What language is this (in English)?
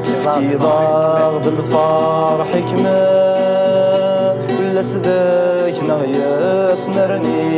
Kabyle